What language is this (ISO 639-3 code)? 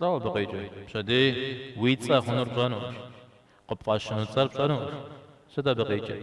kbd